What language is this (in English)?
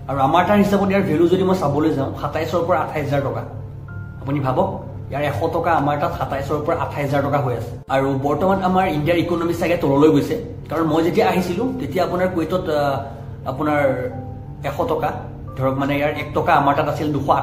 Assamese